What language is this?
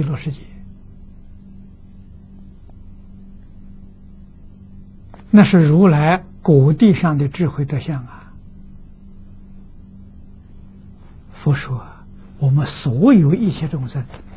Chinese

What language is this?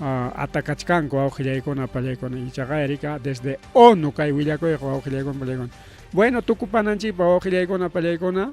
Ayacucho Quechua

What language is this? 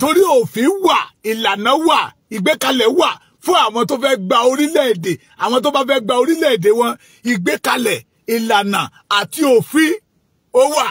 Yoruba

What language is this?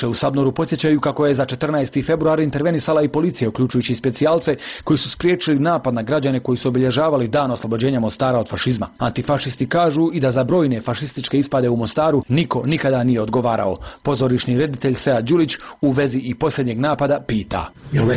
Bosnian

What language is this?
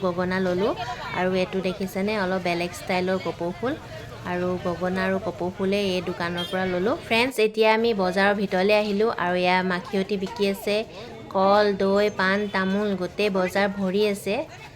Assamese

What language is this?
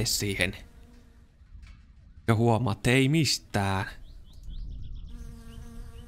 Finnish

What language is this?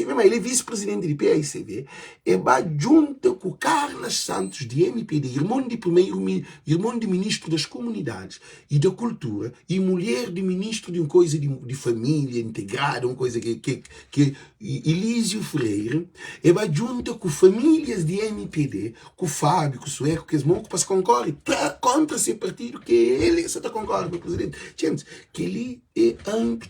Kabuverdianu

